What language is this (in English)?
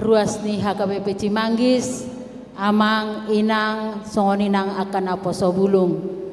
Batak Toba